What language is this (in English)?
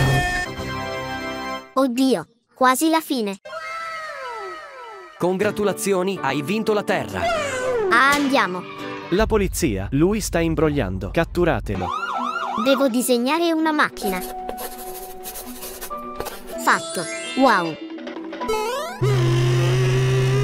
Italian